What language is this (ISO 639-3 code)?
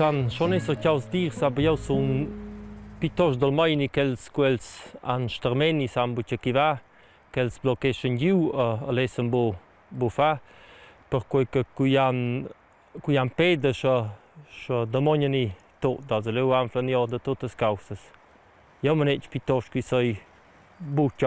roh